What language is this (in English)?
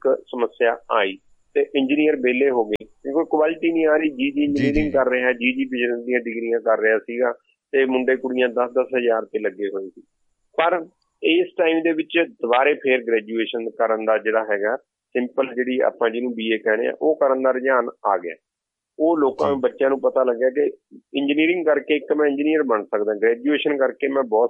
Punjabi